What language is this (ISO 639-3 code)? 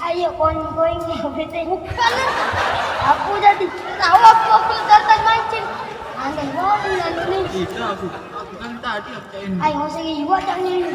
mui